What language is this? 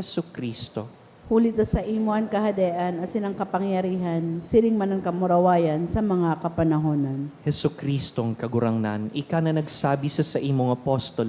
Bikol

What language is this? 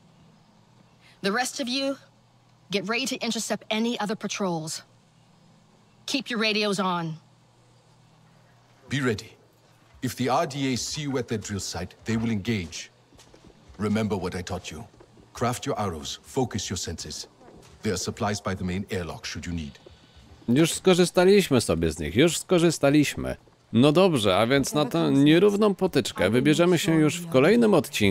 Polish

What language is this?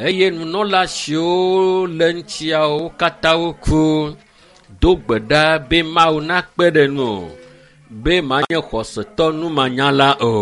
Ewe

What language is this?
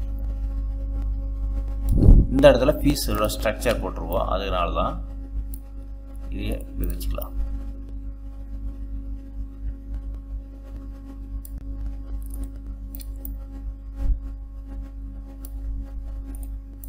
Tamil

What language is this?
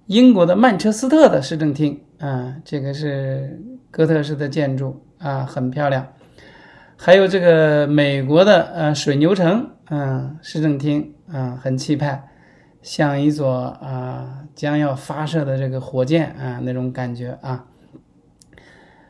Chinese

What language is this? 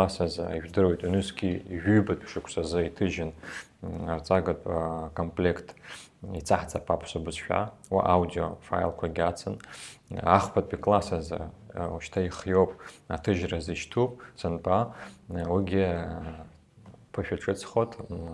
Abkhazian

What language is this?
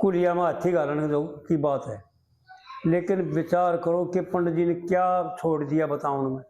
Haryanvi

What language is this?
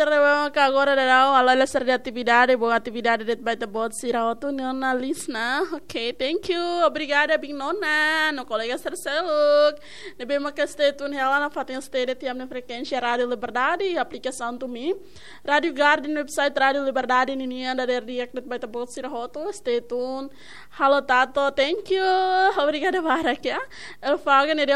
Tetum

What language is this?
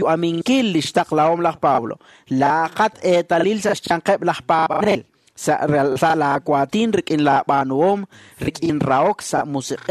Kekchí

